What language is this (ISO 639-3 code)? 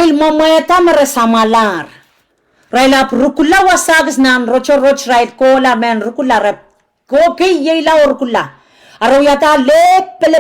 pon